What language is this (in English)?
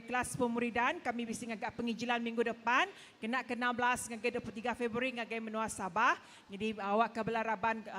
Iban